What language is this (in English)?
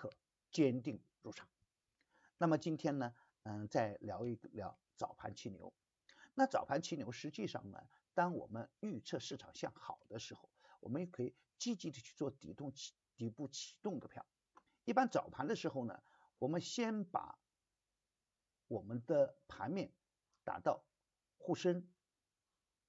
Chinese